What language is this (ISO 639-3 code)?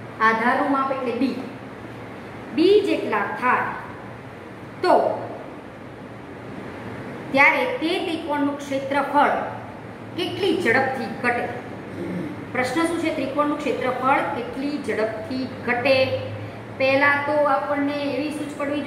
guj